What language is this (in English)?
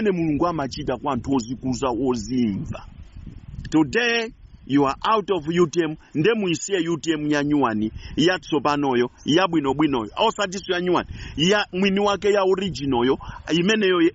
Nyanja